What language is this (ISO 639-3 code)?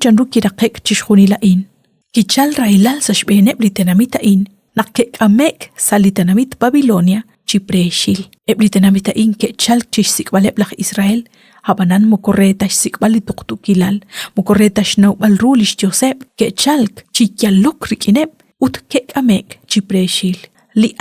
kek